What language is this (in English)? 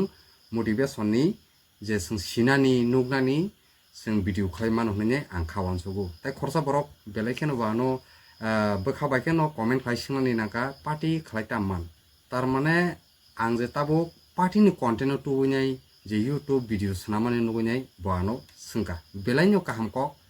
Kok Borok